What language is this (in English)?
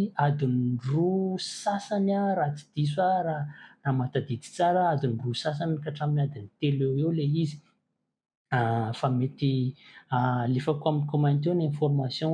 Malagasy